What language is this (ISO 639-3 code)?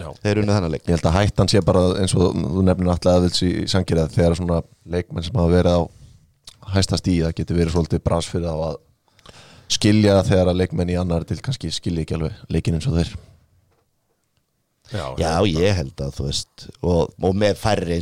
isl